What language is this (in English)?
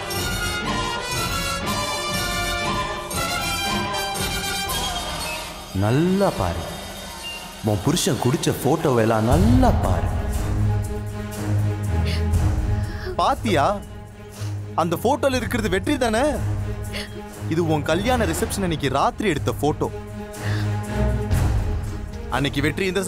Tamil